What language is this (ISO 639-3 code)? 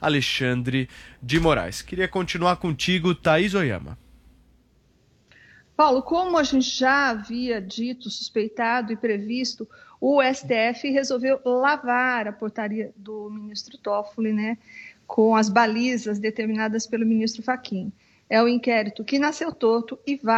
por